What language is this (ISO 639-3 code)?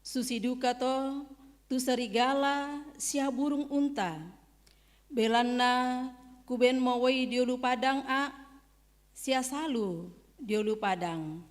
sda